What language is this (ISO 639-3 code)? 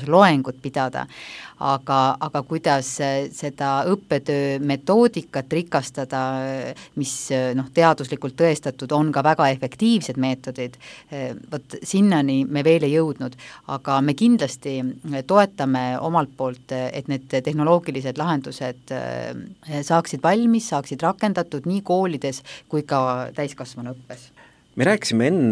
est